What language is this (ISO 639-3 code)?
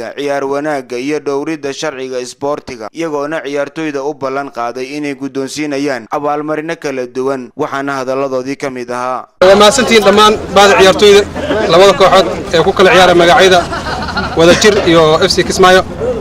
som